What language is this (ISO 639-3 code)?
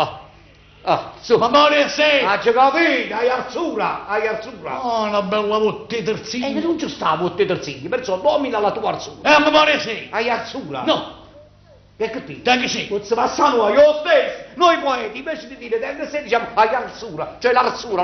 nap